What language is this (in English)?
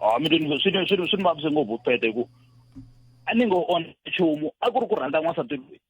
Tsonga